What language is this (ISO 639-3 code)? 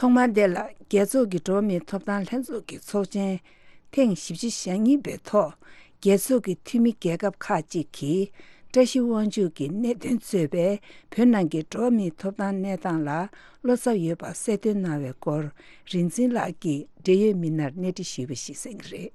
bod